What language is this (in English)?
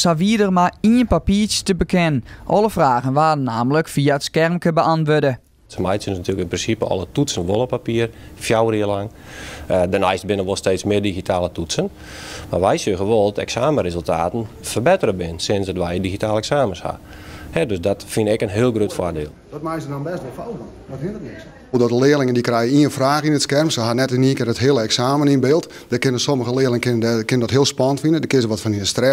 Western Frisian